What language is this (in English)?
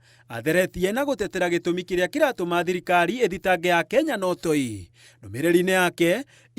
Kikuyu